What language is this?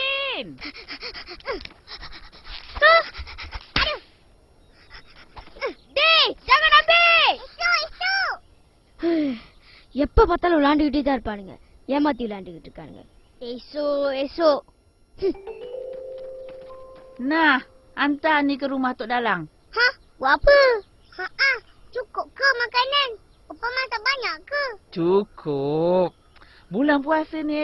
Malay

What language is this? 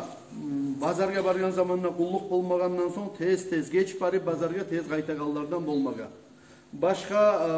Kumyk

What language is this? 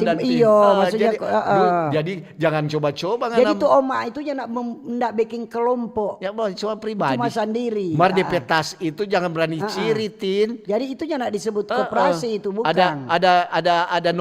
Manado Malay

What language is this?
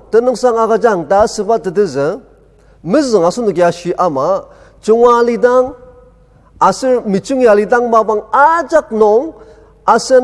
Ao Naga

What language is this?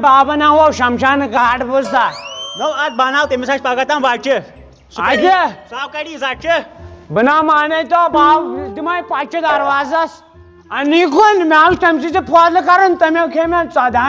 Kashmiri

